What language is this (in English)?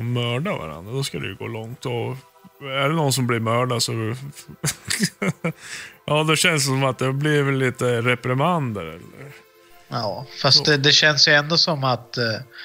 Swedish